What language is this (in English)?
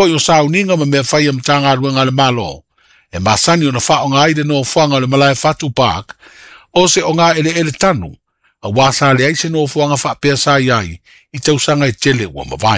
Samoan